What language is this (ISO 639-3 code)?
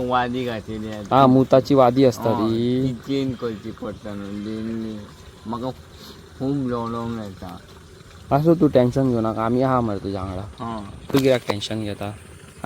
kok